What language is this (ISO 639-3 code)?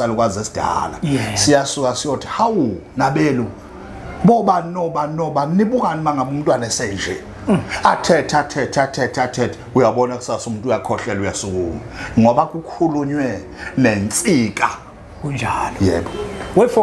zul